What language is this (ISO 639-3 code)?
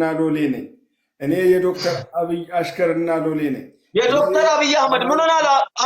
amh